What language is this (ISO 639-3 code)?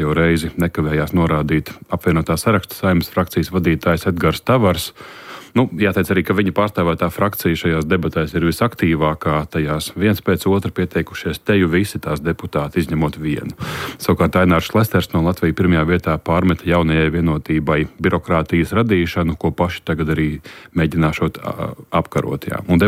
lav